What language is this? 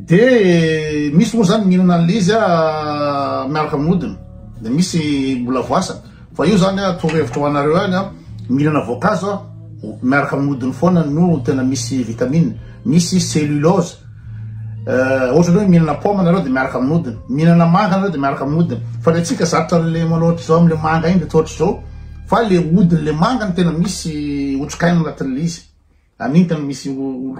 Malagasy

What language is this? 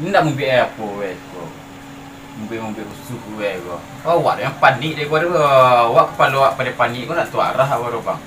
Minangkabau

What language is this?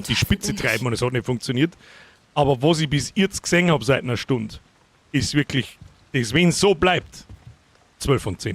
Bavarian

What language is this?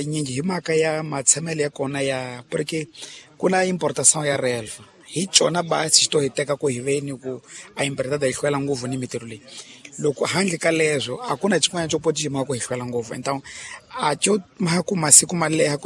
Tsonga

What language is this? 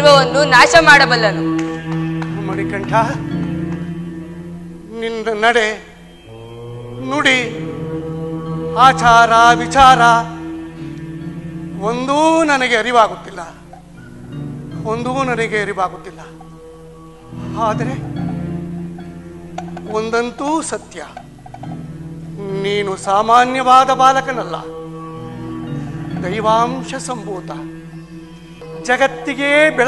Kannada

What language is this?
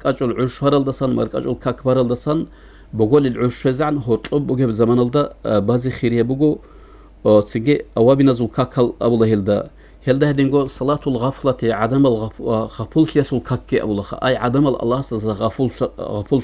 Avaric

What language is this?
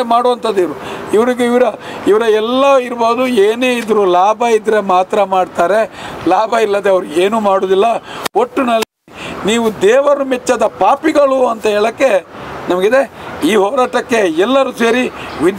Kannada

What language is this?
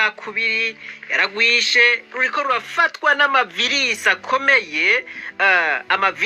Rundi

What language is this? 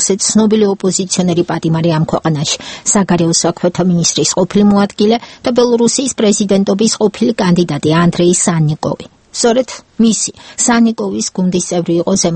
Georgian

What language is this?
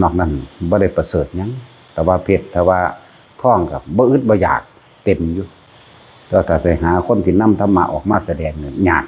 Northeastern Thai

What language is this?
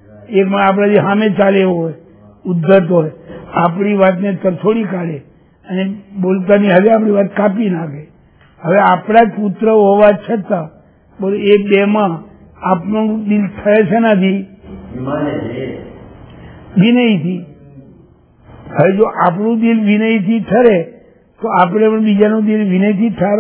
Gujarati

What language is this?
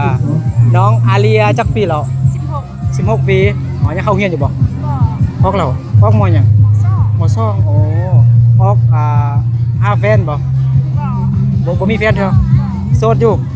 Lao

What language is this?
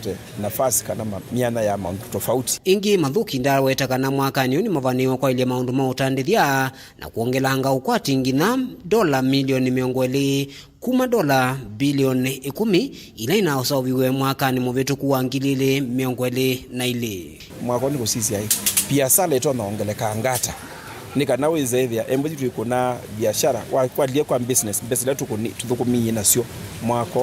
Kamba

